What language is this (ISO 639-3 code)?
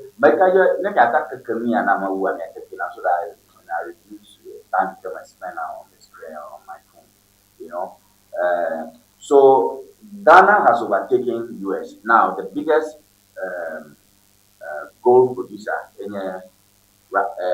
ewe